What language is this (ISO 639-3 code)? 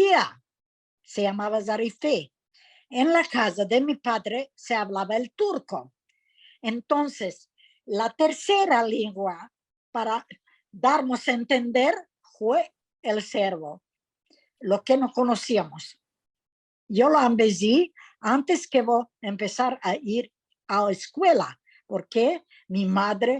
lad